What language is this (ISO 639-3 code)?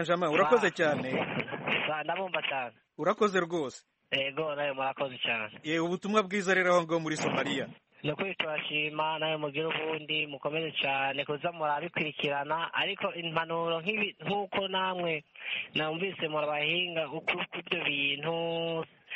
kin